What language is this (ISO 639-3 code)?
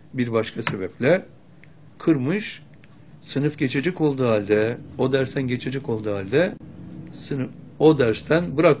tur